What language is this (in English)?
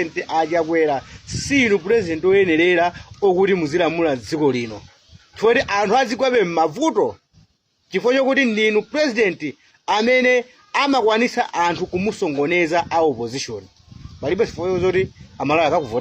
Nyanja